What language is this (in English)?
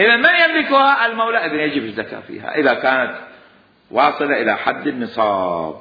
Mesopotamian Arabic